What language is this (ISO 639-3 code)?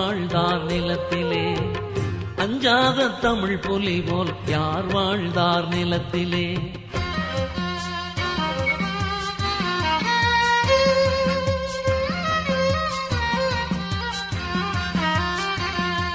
tam